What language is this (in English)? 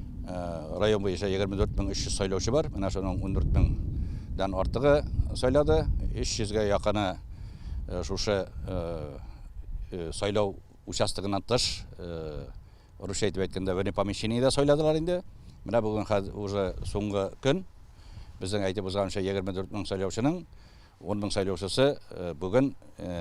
Tatar